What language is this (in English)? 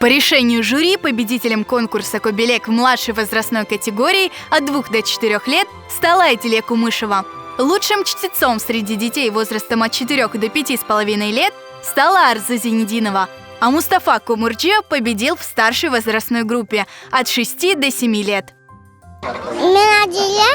Crimean Tatar